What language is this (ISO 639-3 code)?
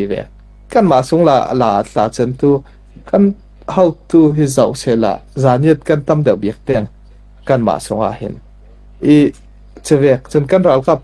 cfm